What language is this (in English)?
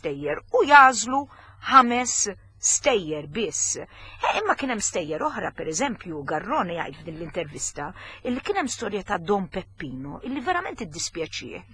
Maltese